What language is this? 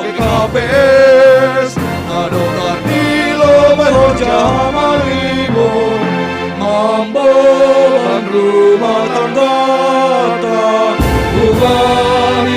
Batak Simalungun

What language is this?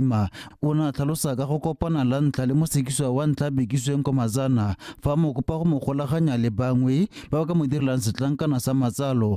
Tswana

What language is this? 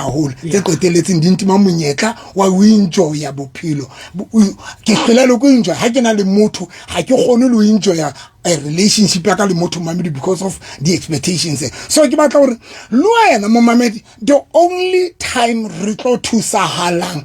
Southern Sotho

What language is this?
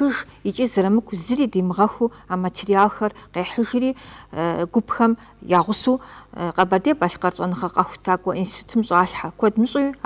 Kabardian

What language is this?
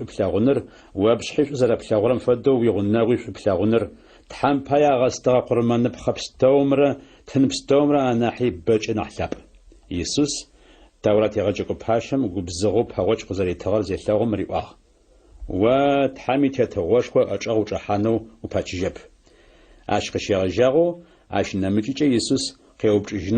Adyghe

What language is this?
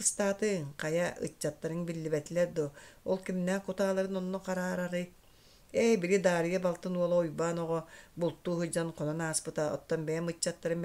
Yakut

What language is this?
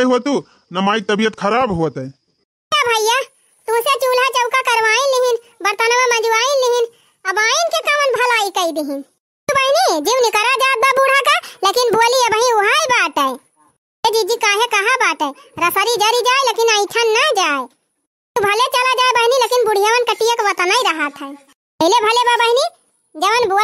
Awadhi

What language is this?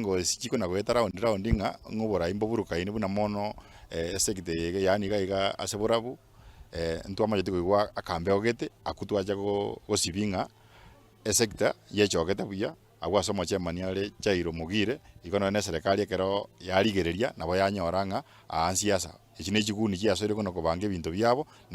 Gusii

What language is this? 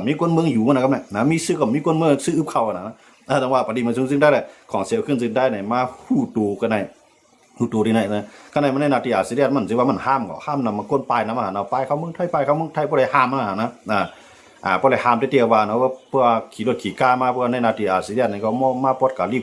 Shan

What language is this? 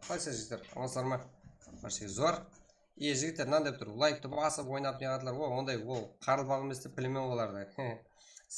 Kara-Kalpak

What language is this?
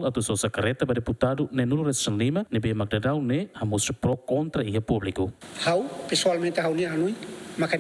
Tetum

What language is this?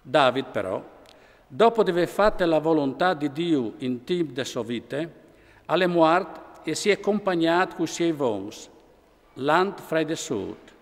Friulian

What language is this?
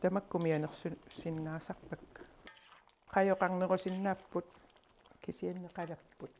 Kalaallisut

